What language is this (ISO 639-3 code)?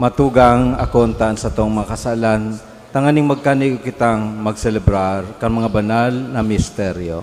bik